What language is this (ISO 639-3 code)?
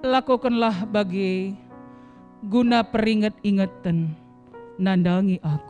btx